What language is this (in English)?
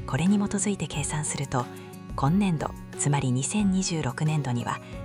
Japanese